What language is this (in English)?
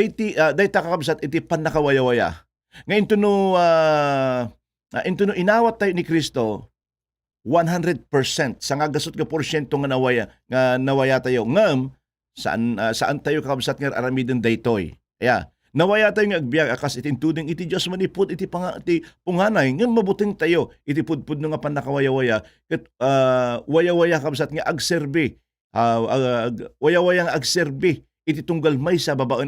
Iloko